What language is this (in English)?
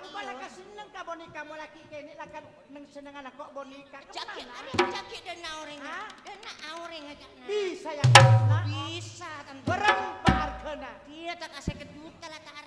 Madurese